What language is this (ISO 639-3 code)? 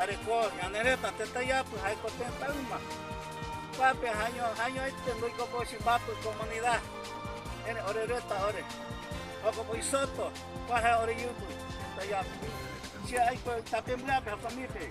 grn